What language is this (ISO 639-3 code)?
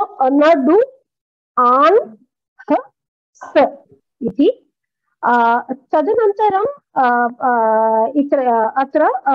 san